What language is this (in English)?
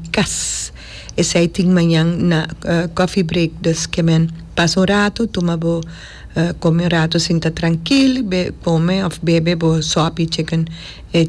Papiamento